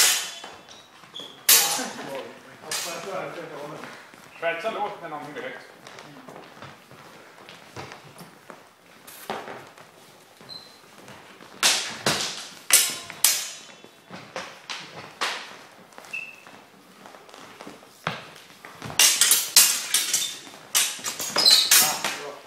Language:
Swedish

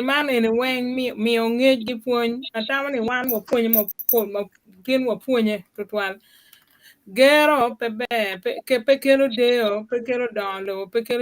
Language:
Acoli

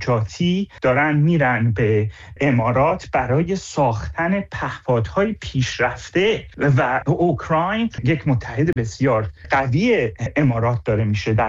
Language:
Persian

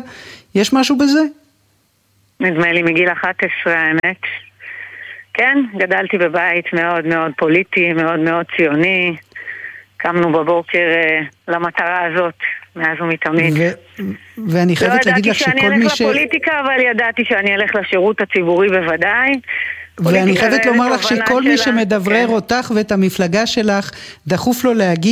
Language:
Hebrew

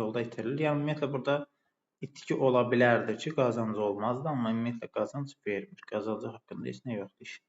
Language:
Azerbaijani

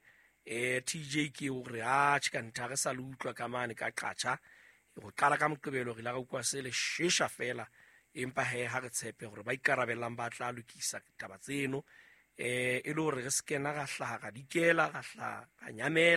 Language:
Southern Sotho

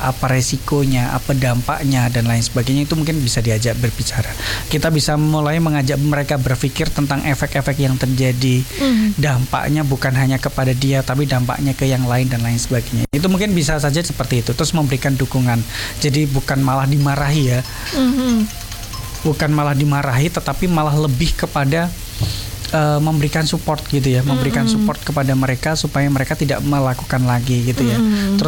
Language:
Indonesian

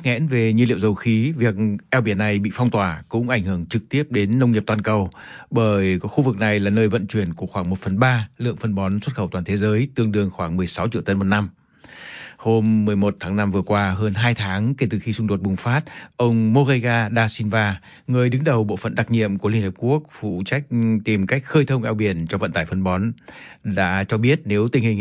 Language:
Vietnamese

